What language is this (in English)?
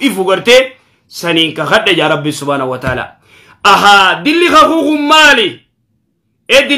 Oromo